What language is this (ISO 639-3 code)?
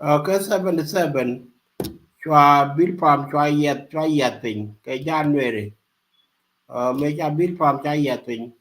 nus